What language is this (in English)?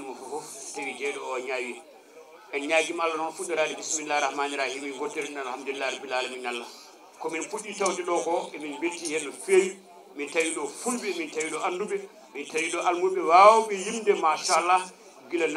Fula